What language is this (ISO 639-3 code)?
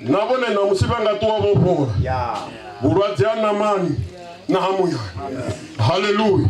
ven